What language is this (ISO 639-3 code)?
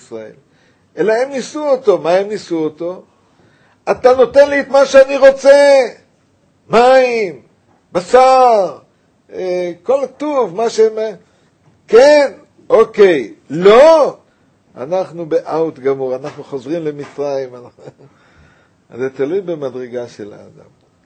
heb